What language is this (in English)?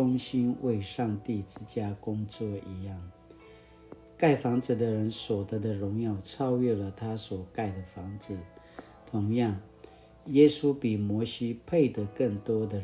Paiwan